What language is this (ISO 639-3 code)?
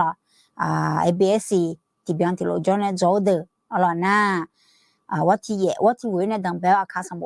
ahk